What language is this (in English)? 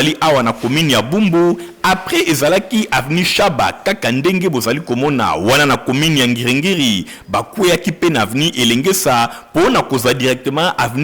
Lingala